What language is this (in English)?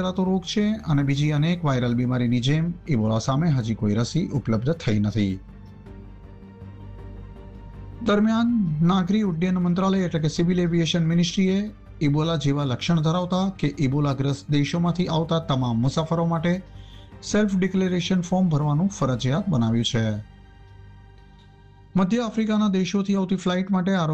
Gujarati